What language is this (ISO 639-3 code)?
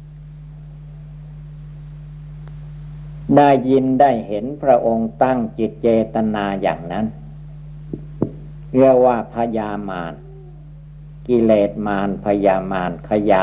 tha